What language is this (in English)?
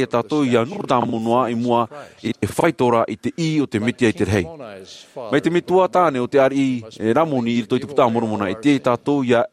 Tahitian